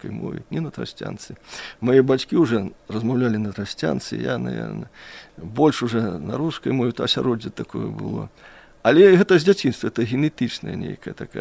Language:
Belarusian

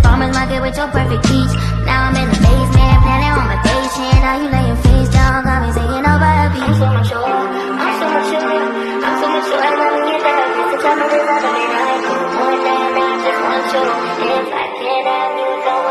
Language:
English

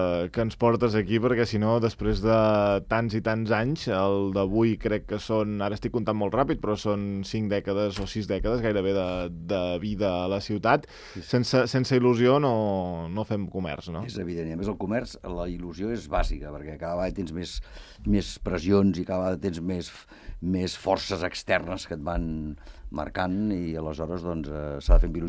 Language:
Catalan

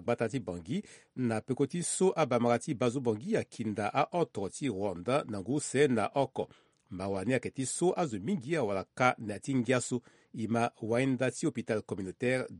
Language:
Sango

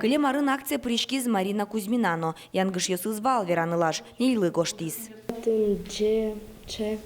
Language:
Udmurt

